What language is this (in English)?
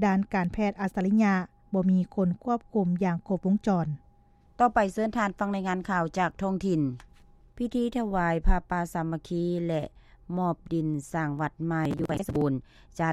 Lao